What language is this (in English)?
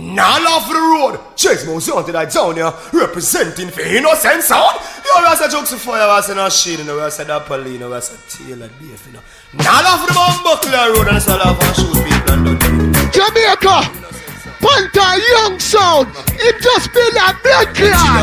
Jamaican Creole English